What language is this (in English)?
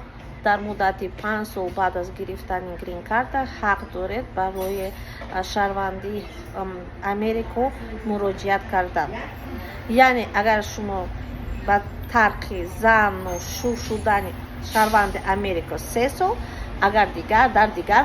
Tajik